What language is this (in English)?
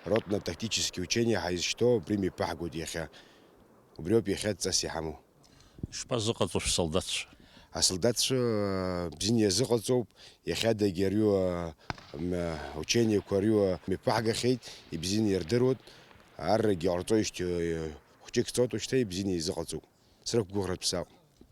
Abkhazian